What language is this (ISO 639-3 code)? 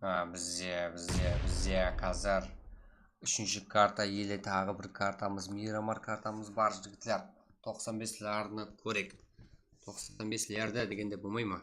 kaa